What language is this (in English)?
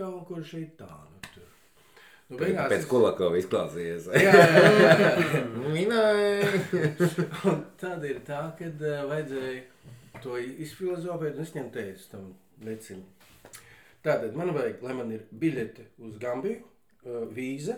Latvian